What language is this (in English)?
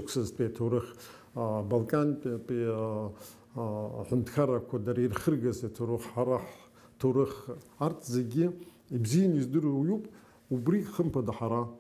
Abkhazian